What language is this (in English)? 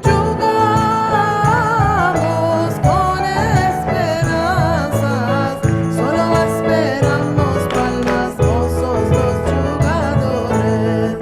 Ladino